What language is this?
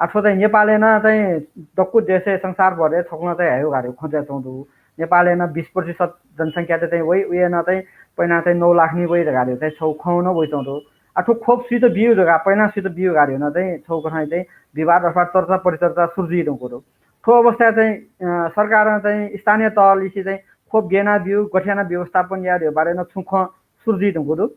Newari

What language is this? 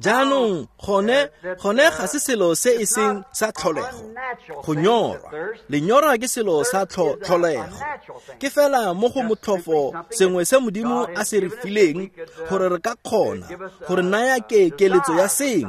Tswana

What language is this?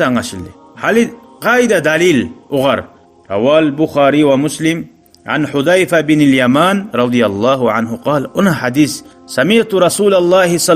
Kumyk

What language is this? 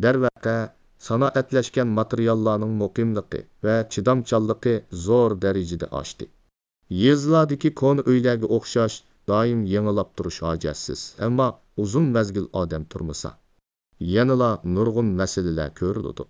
Uyghur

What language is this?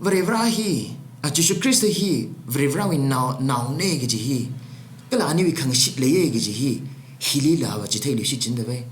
Tangkhul Naga (India)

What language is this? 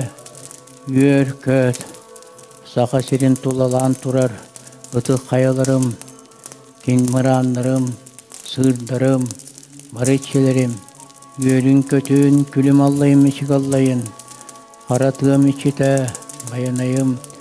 Yakut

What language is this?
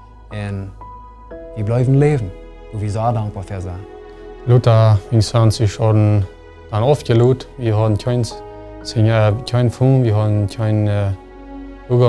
Plautdietsch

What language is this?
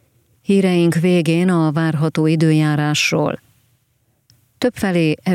Hungarian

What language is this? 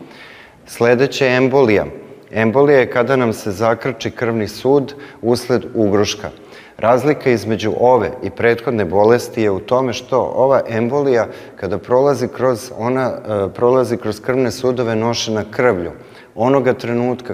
Serbian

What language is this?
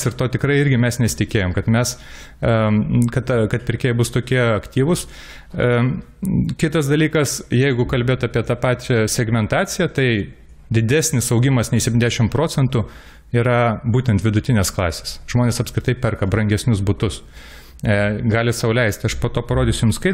Lithuanian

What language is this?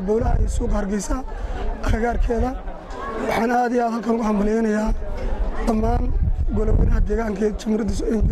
Somali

